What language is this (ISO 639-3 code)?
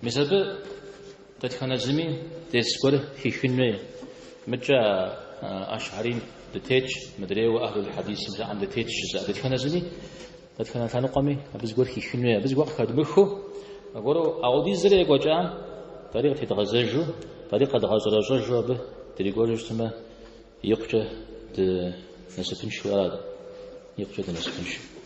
kbd